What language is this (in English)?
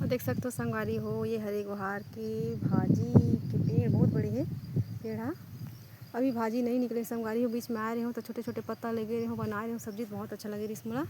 Chhattisgarhi